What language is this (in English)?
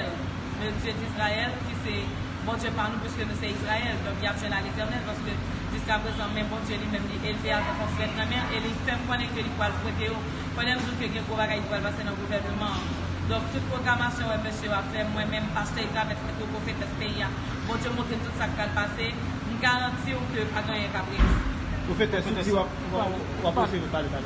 Haitian Creole